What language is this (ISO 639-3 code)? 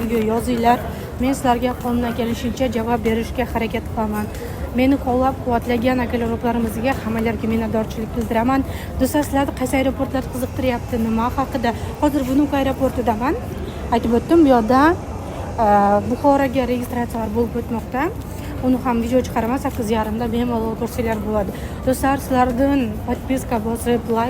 uzb